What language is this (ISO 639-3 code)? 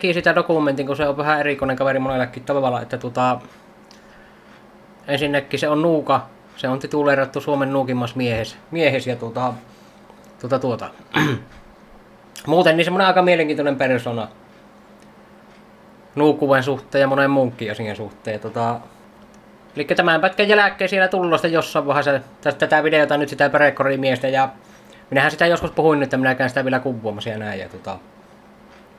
fin